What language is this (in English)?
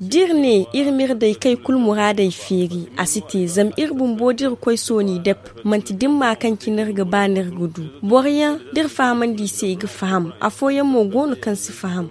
Zarma